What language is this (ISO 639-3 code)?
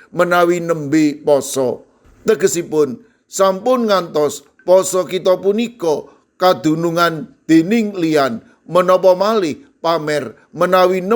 jav